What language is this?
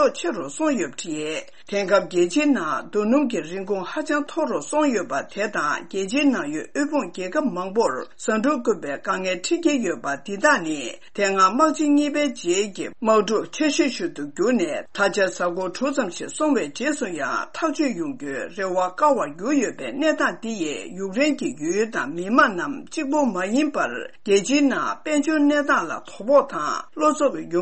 Tibetan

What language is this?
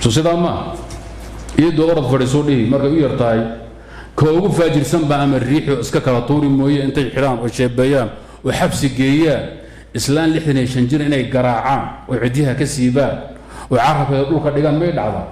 Somali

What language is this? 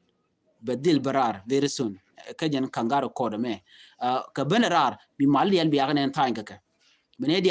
Nuer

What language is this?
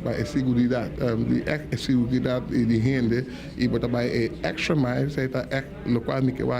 Papiamento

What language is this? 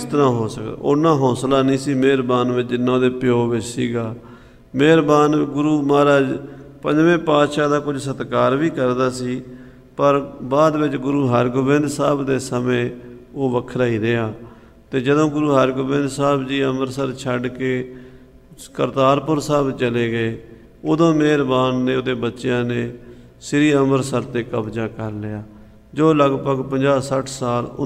Punjabi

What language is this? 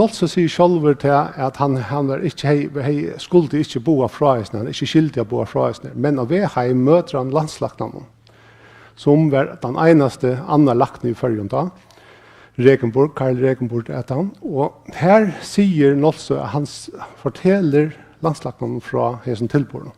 Faroese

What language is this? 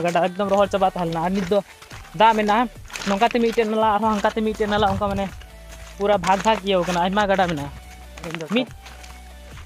Santali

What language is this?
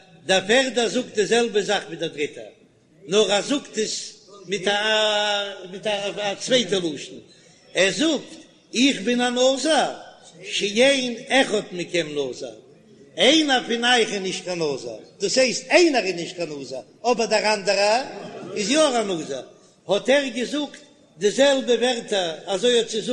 Yiddish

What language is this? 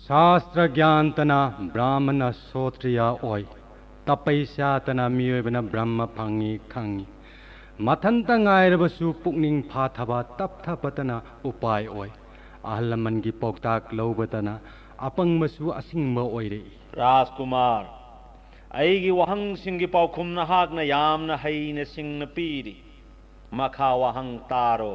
Manipuri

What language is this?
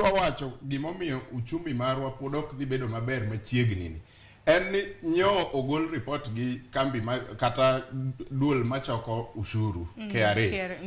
Luo (Kenya and Tanzania)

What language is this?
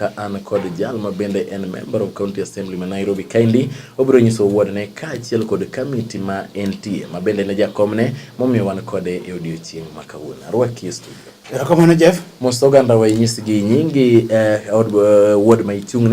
Luo (Kenya and Tanzania)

